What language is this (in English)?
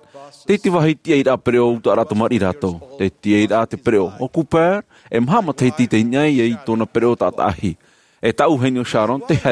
Tahitian